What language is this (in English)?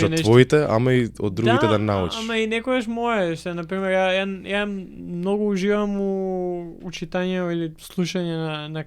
Macedonian